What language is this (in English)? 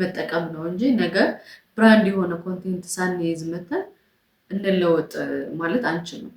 Amharic